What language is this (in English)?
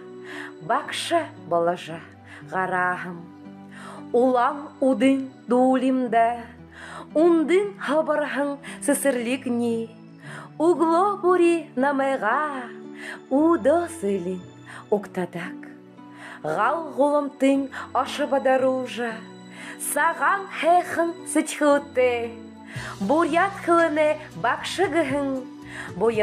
Buriat